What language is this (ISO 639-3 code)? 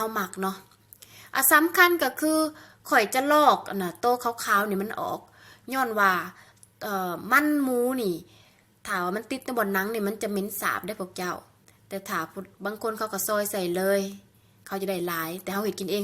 lao